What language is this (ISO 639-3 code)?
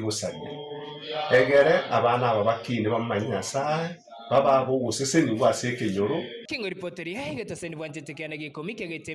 guz